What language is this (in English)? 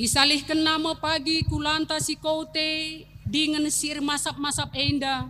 Batak Karo